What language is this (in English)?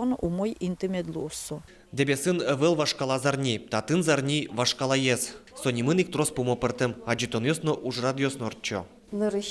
Udmurt